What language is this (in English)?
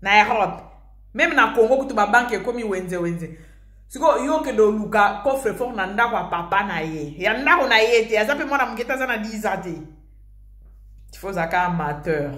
Lingala